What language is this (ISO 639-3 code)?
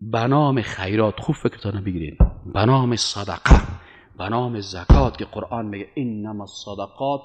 fas